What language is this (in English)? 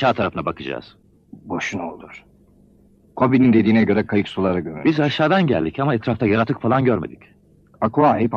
Turkish